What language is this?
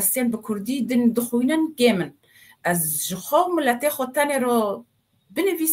Kurdish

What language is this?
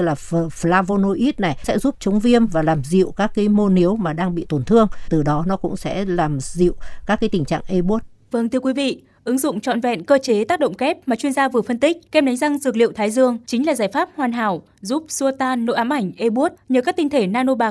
Vietnamese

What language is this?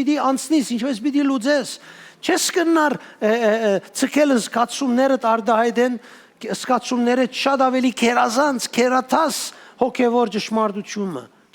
Western Armenian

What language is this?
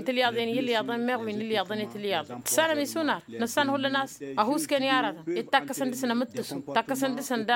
Tamasheq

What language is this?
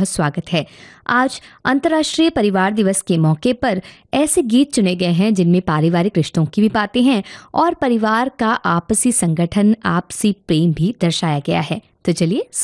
Hindi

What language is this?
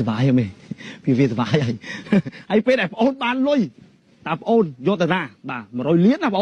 Khmer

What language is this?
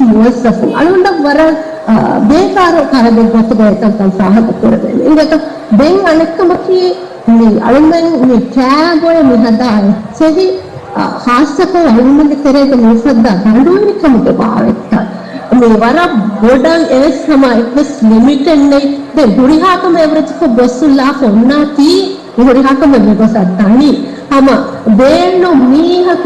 Divehi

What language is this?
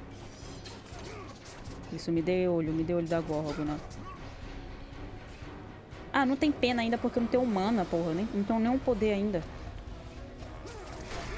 Portuguese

